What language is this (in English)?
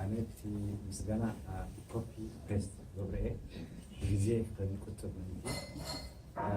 Tigrinya